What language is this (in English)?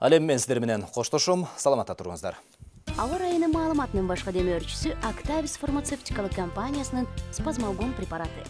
Kyrgyz